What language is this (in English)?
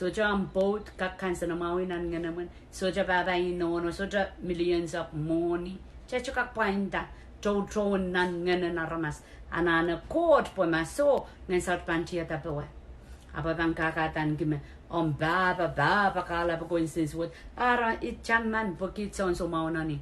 Pohnpeian